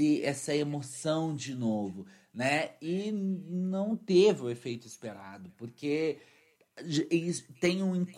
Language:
Portuguese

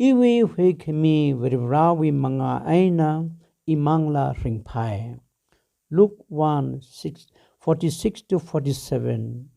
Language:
Tangkhul Naga (India)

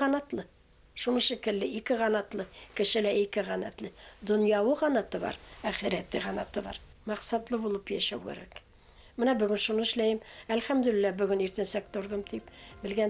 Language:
Bashkir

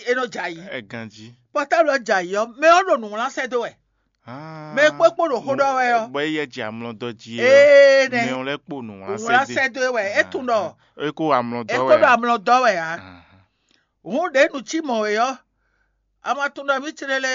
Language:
Fon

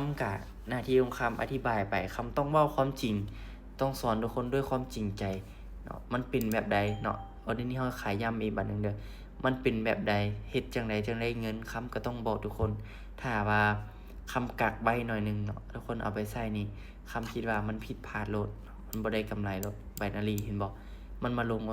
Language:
Lao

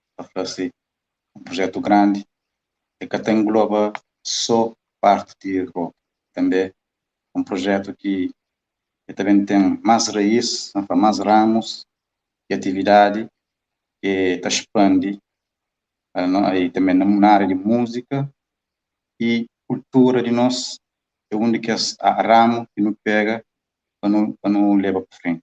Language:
Kabuverdianu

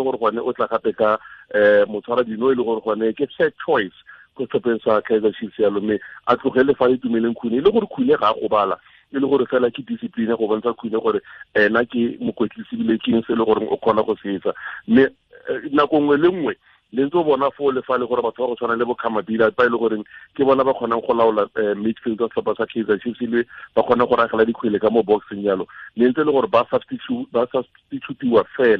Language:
Tswana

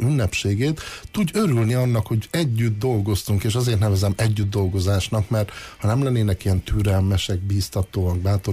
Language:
Hungarian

